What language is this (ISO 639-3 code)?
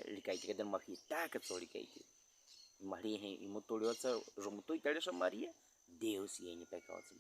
bwi